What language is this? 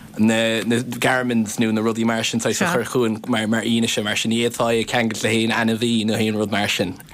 Irish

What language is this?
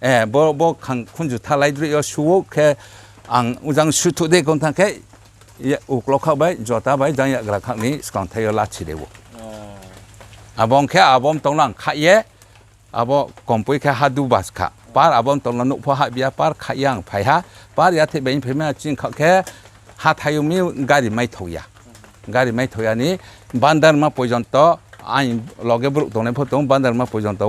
Riang (India)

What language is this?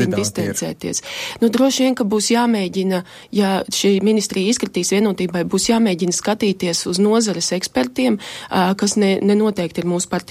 Latvian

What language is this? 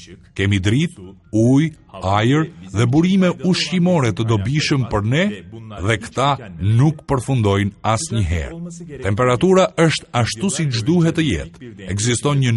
Albanian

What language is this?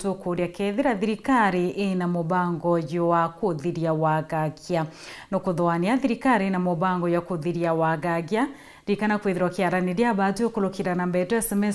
Meru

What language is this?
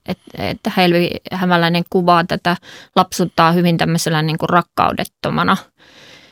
Finnish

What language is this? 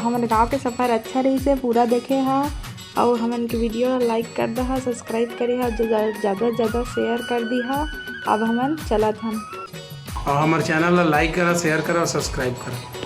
Chhattisgarhi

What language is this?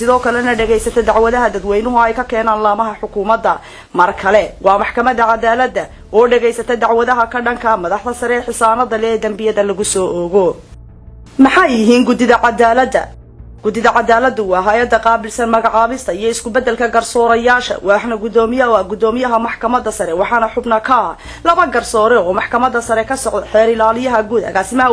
Somali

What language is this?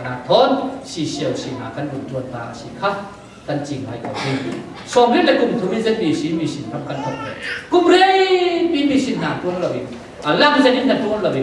Falam Chin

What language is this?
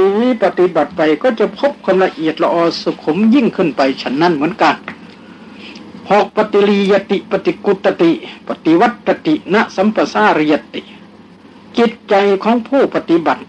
Thai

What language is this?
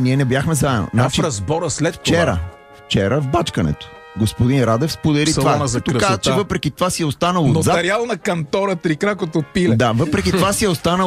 Bulgarian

